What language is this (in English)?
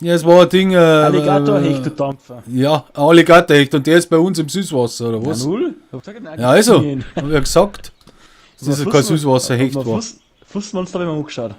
Bavarian